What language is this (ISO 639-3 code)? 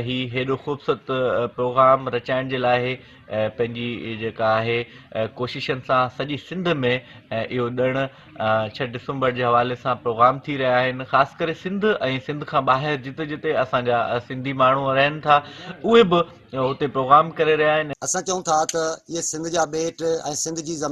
snd